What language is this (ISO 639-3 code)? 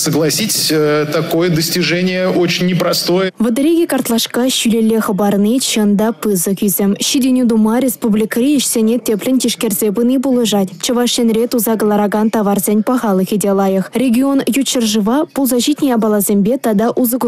chv